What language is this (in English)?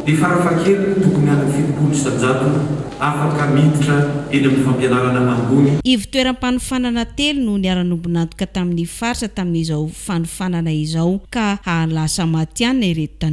Malagasy